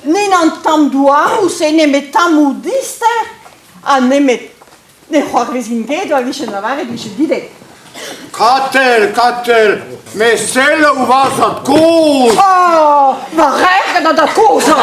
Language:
Breton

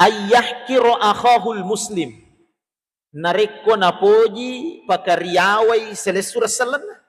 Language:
Buginese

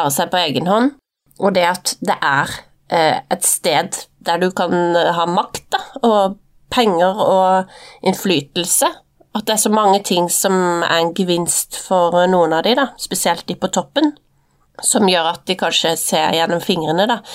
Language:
Norwegian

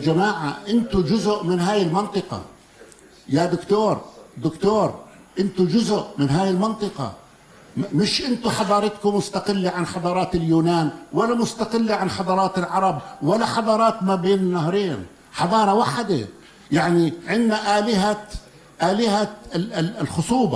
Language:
North Levantine Arabic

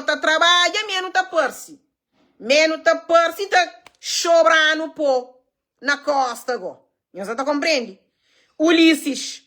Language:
Kabuverdianu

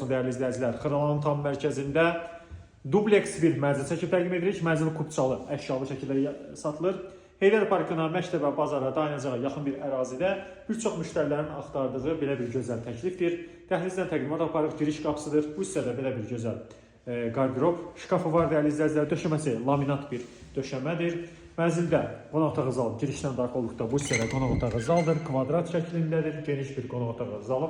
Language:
Azerbaijani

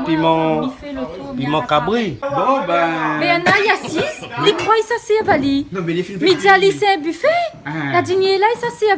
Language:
Réunion Creole French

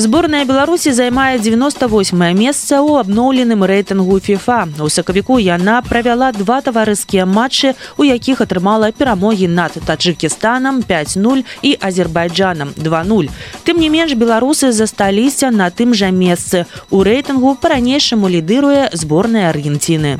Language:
Belarusian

